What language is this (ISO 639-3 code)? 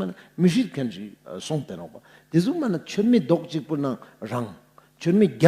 lbj